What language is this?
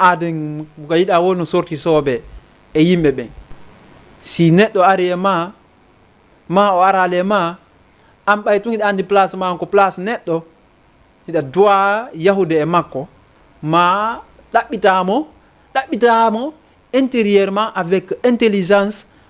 Fula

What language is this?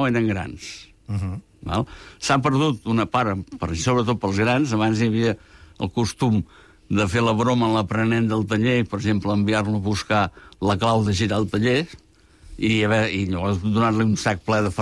Catalan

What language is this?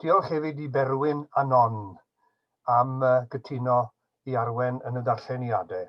Welsh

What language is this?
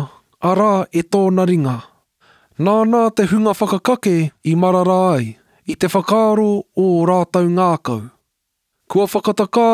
Māori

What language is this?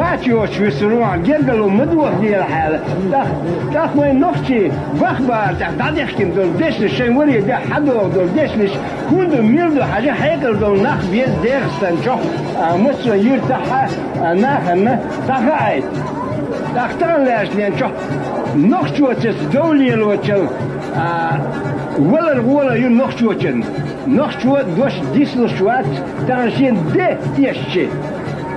Chechen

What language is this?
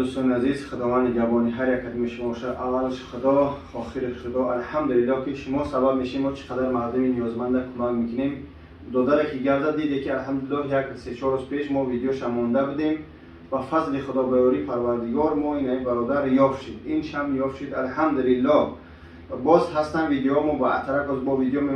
Tajik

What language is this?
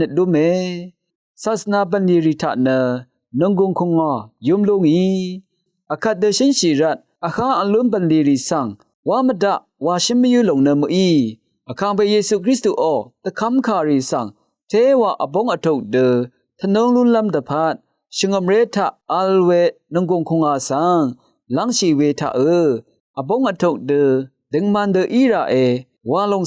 Rawang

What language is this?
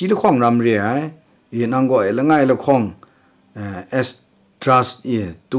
Kachin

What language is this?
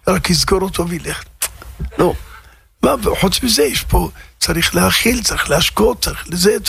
Hebrew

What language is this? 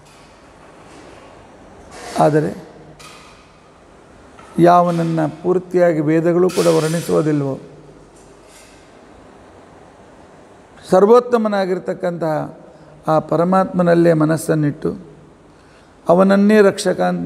Kannada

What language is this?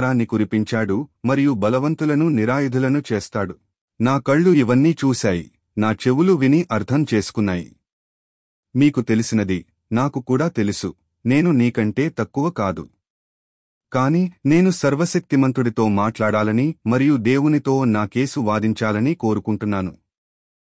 Telugu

